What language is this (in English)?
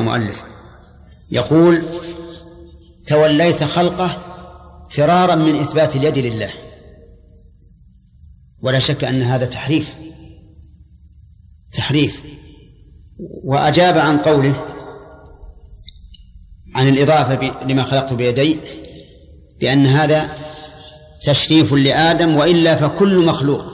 Arabic